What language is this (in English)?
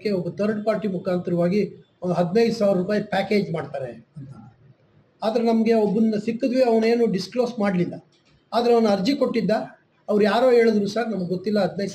Kannada